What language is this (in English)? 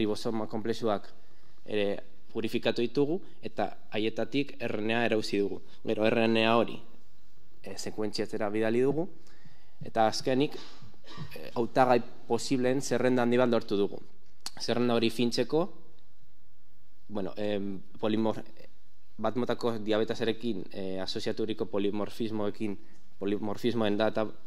Basque